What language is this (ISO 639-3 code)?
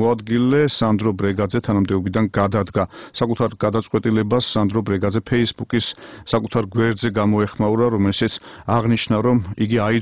kat